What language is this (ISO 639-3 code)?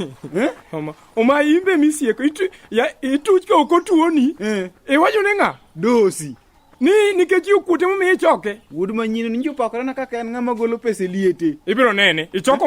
luo